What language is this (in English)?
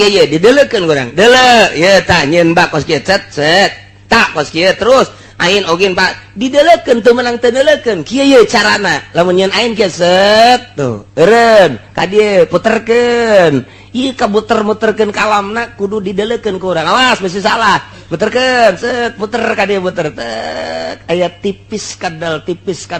Sundanese